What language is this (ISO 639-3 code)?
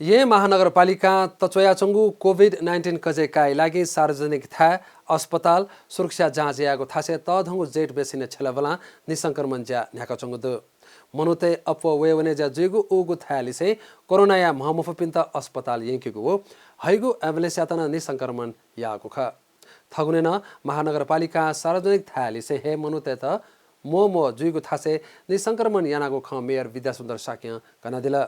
new